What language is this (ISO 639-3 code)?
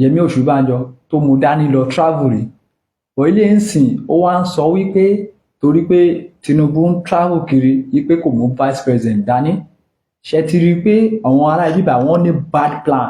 yor